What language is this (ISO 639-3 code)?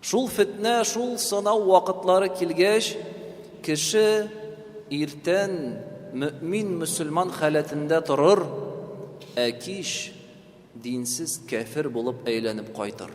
tat